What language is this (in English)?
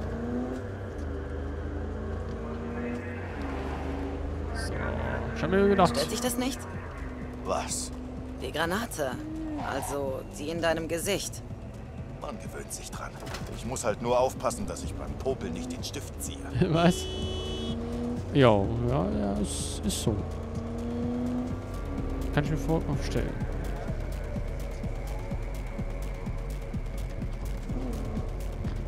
German